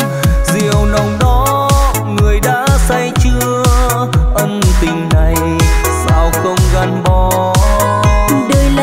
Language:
Vietnamese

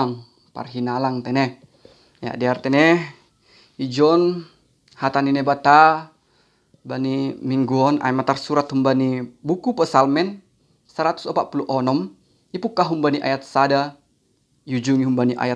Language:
Batak Simalungun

